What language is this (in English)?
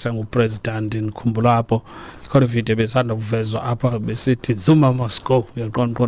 Xhosa